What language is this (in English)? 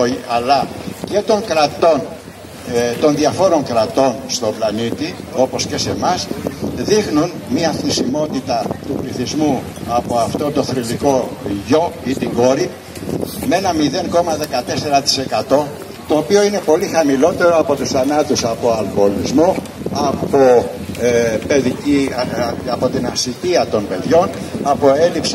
Greek